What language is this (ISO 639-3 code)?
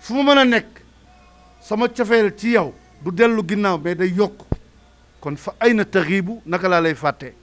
wol